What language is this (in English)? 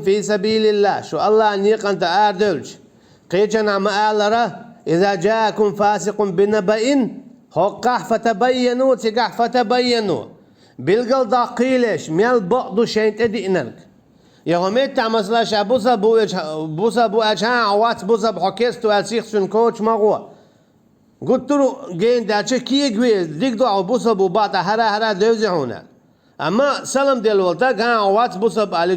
Chechen